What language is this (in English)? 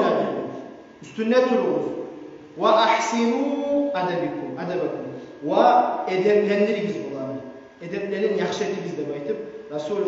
Kumyk